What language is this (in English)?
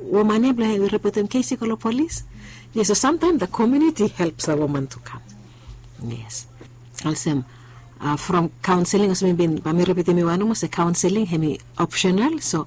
Bislama